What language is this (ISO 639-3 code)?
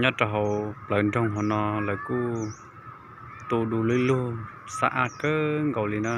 hmn